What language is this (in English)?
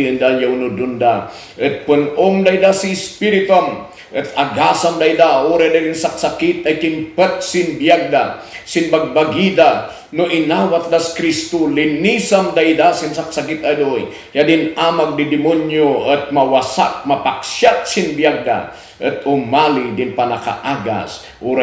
Kankanaey